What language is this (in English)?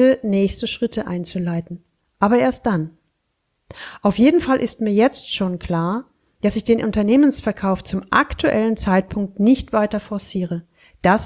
German